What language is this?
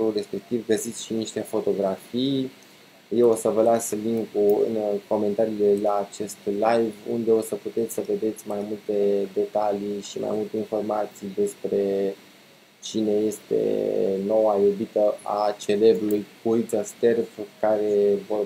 Romanian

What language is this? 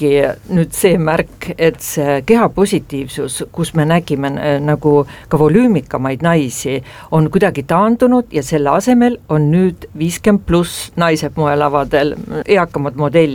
Estonian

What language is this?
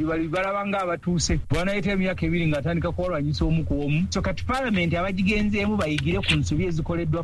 Ganda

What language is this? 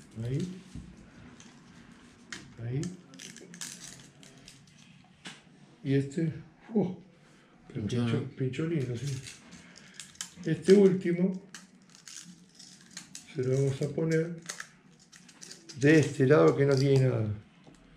Spanish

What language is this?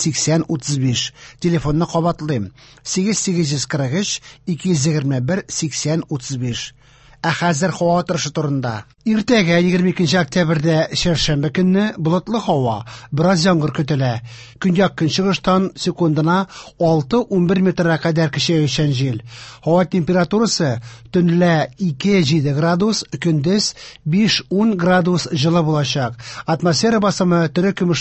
Tatar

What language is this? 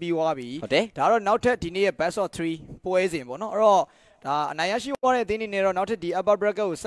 Burmese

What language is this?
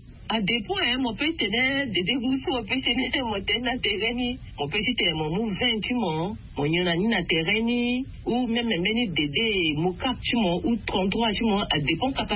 Sango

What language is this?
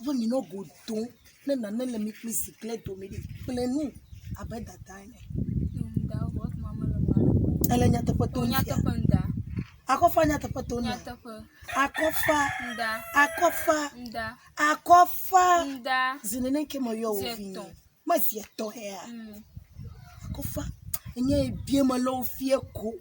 Ewe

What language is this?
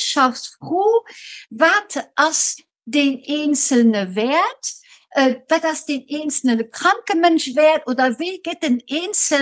Luxembourgish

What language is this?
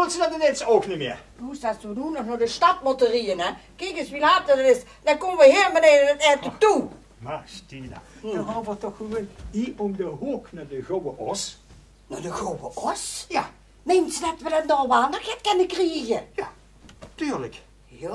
Limburgish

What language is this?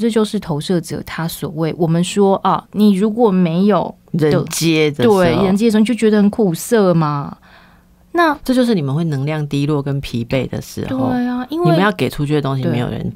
Chinese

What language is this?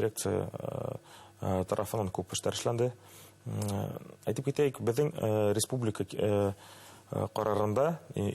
Bashkir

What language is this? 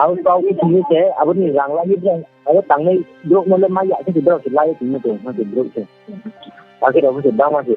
Riang (India)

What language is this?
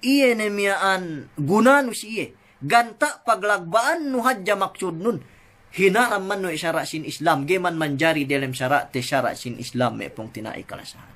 Yakan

